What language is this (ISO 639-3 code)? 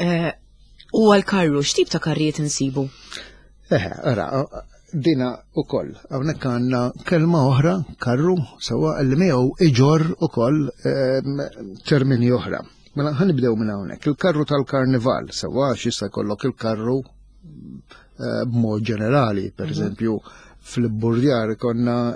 mlt